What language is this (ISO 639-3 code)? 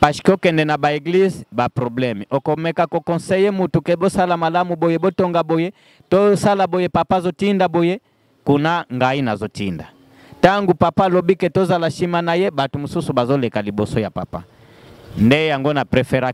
lin